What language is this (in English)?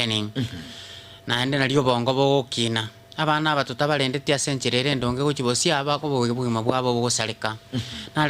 Gusii